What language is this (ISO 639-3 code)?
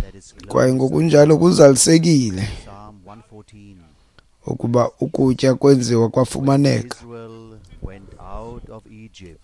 xho